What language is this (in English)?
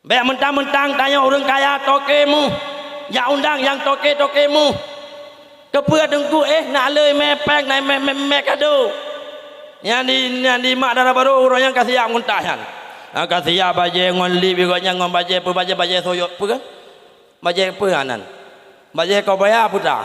Achinese